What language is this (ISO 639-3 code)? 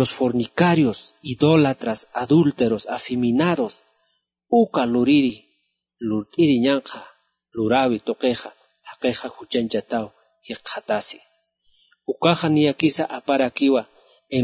aym